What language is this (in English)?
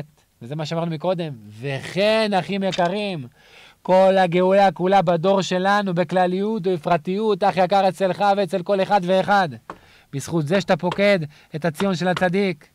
Hebrew